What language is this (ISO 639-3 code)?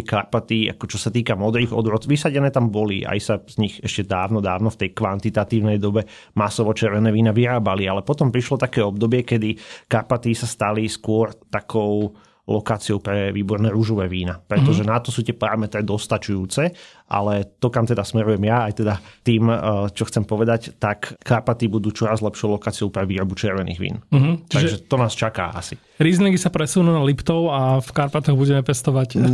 slk